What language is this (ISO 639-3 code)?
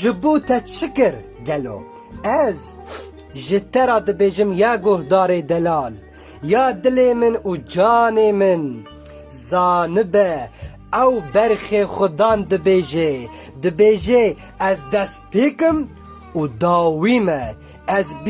kur